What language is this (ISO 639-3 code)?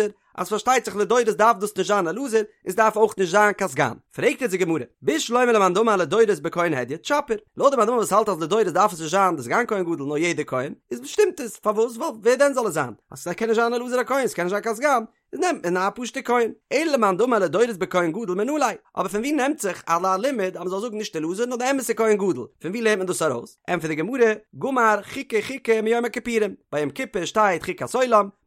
yid